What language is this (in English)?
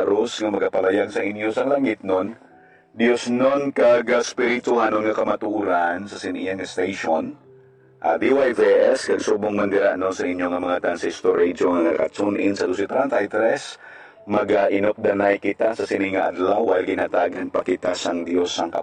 Hiligaynon